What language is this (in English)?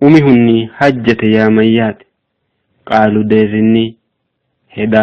Sidamo